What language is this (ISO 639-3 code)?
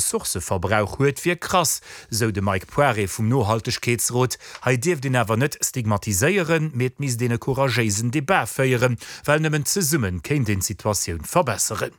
ltz